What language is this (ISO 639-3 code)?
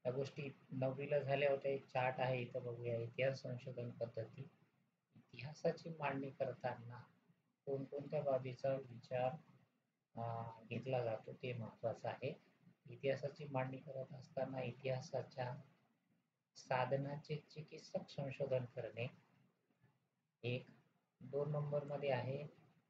mar